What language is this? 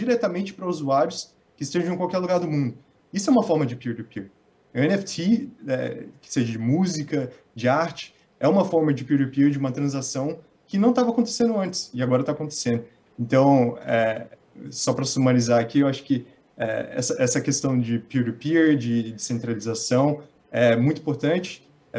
Portuguese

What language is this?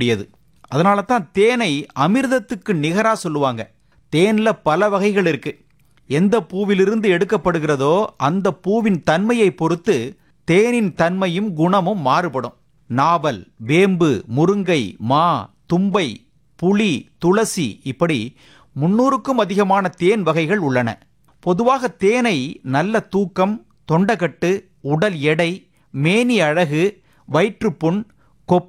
Tamil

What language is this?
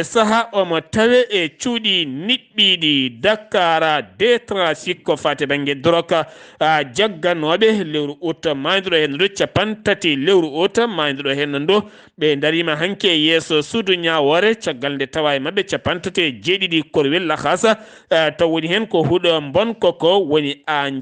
Fula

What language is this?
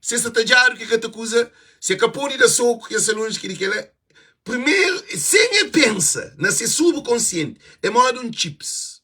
Kabuverdianu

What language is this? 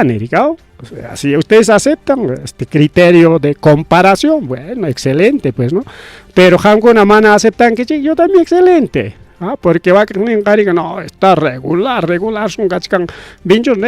Ayacucho Quechua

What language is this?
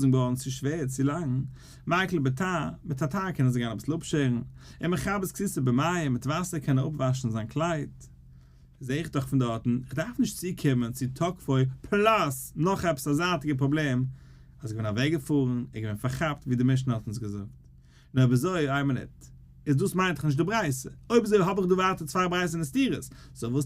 Yiddish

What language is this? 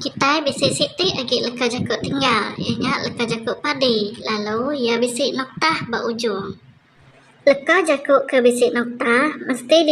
Iban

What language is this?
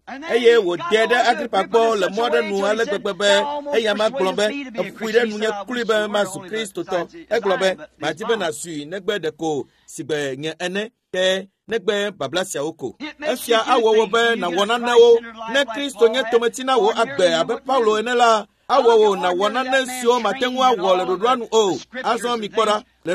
Ewe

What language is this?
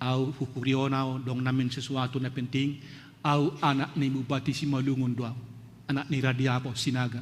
Batak Simalungun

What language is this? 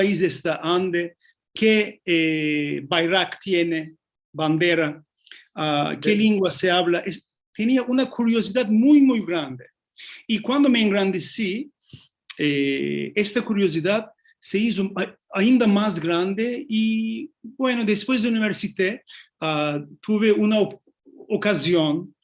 Ladino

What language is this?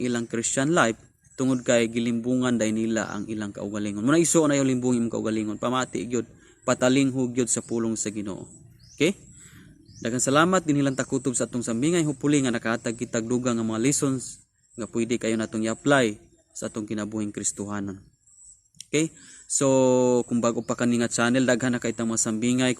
Cebuano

